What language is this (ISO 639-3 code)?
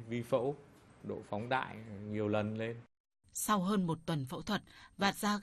vie